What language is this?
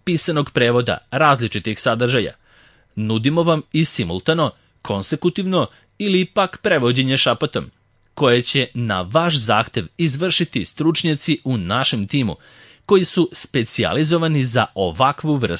Serbian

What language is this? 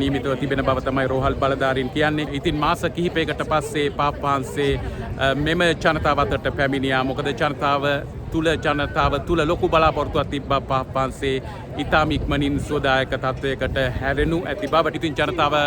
Sinhala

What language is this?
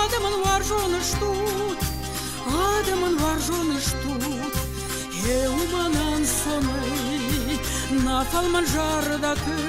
Ossetic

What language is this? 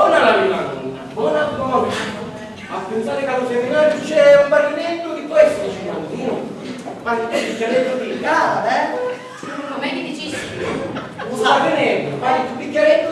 Sicilian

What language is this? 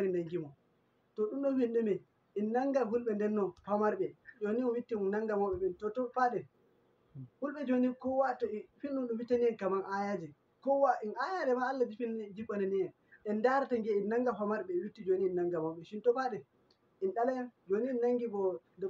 Fula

